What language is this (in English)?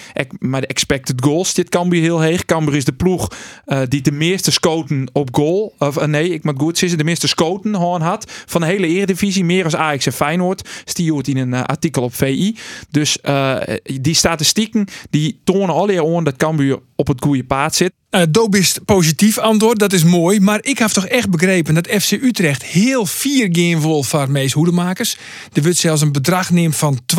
Western Frisian